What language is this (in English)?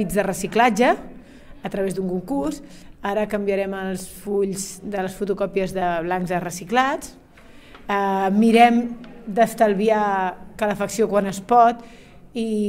Catalan